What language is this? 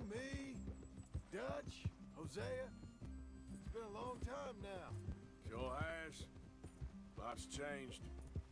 English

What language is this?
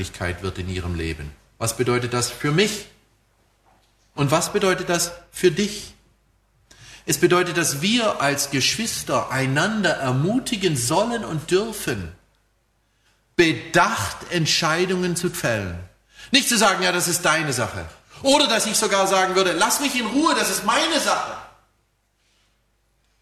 German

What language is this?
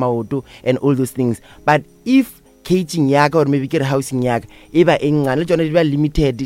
Northern Sotho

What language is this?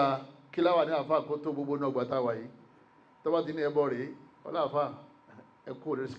Yoruba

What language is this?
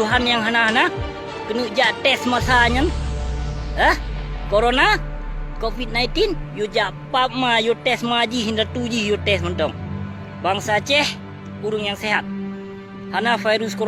Achinese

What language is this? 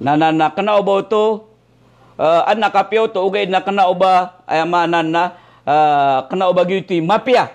Maranao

